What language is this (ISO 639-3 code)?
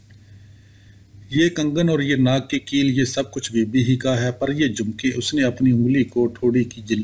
urd